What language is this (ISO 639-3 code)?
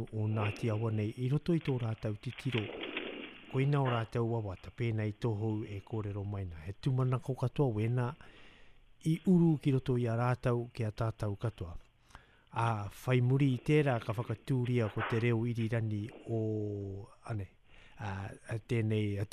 mri